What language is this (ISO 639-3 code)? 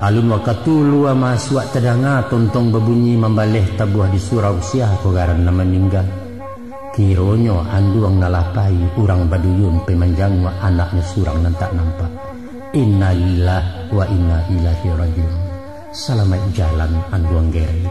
min